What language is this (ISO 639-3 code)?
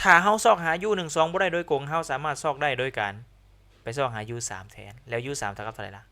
lao